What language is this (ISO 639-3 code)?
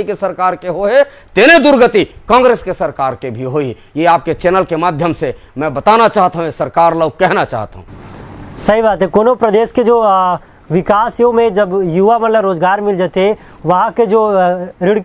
hne